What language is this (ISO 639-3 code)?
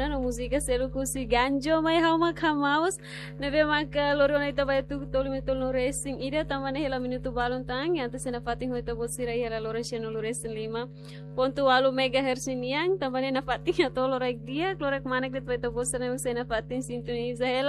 tet